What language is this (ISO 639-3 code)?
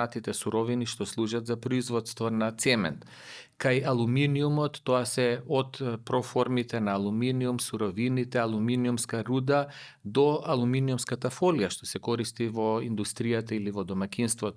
mkd